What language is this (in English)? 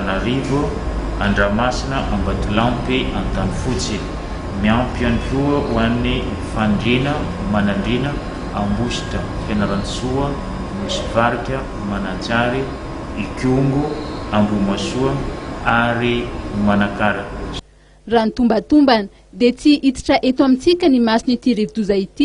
Malagasy